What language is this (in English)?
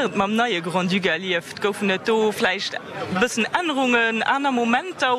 Luxembourgish